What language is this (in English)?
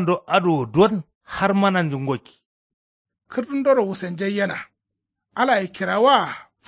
Kanuri